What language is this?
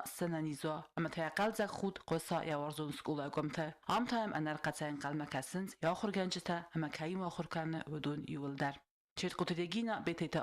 Ossetic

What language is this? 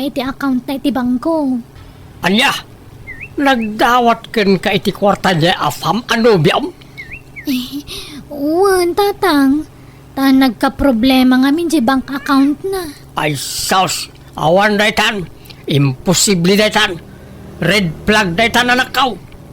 Iloko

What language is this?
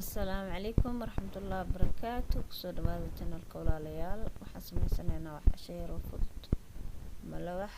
Somali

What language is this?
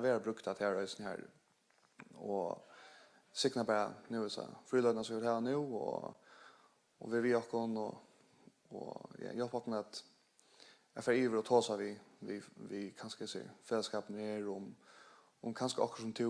Faroese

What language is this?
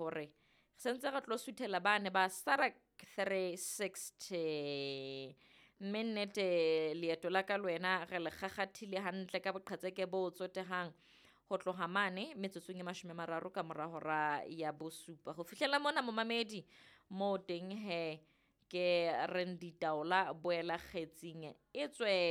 Southern Sotho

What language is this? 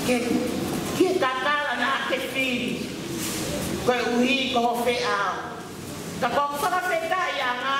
Tongan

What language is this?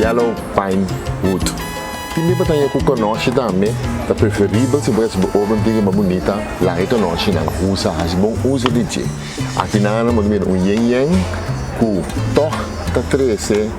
Papiamento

